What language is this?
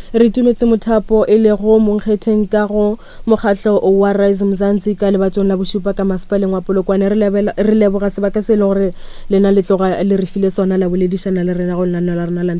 Northern Sotho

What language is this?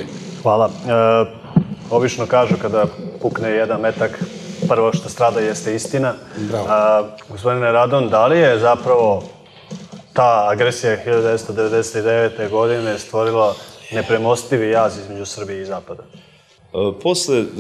Serbian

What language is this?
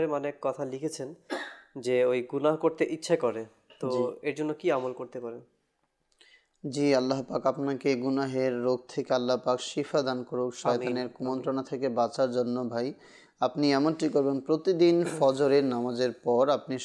Bangla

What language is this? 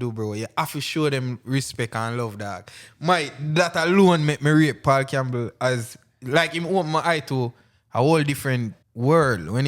Jamaican Creole English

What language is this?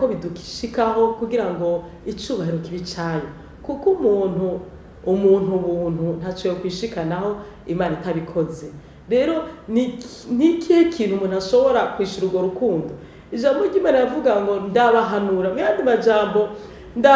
Rundi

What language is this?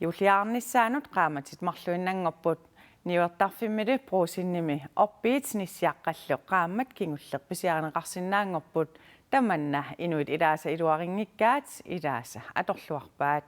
Kalaallisut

